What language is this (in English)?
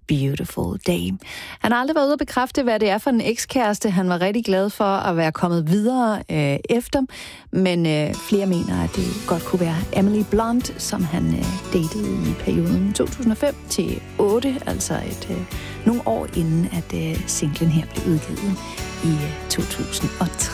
Danish